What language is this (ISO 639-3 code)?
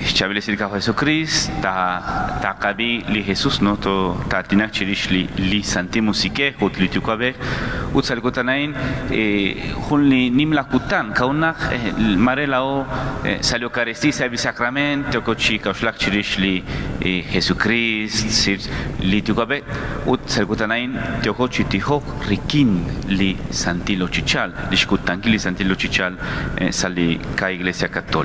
kek